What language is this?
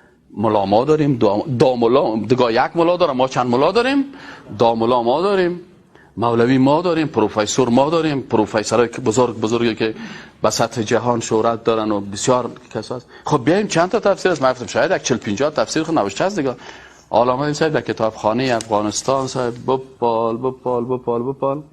Persian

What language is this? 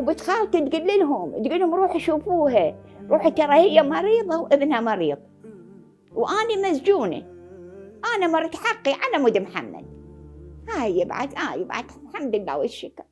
Mesopotamian Arabic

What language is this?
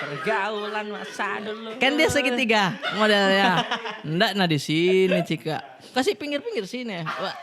Makassar Malay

